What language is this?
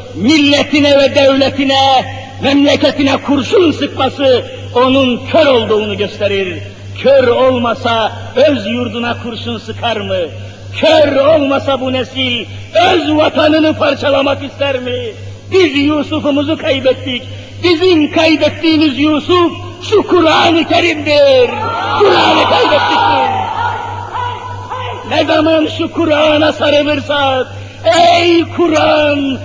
Turkish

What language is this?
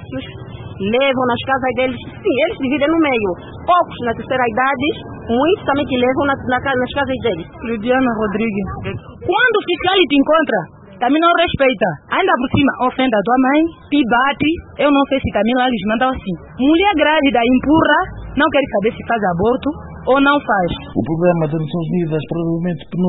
Portuguese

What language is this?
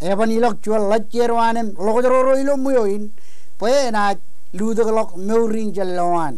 Marshallese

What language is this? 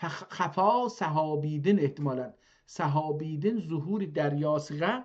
South Azerbaijani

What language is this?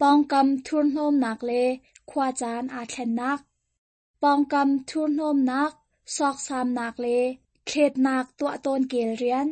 Hakha Chin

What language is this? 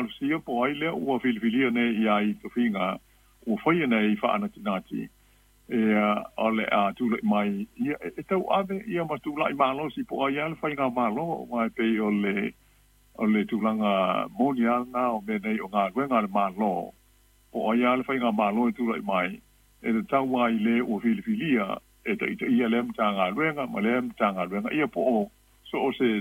Samoan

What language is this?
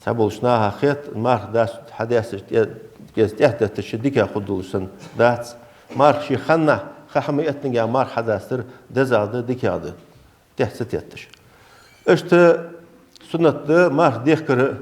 Ingush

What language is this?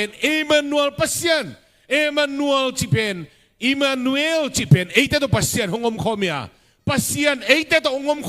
Tedim Chin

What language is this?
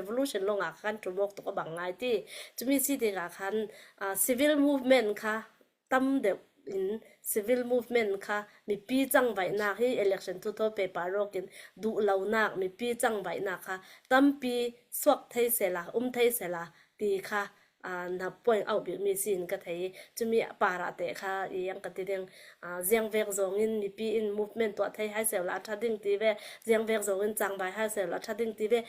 Falam Chin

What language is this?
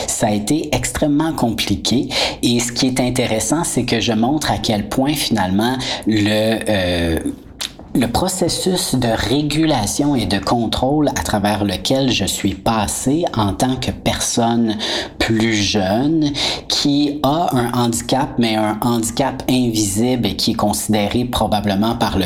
French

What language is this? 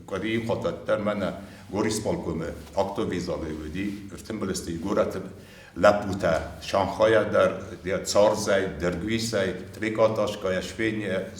Ossetic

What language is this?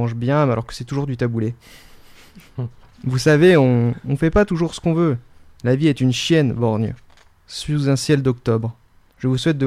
French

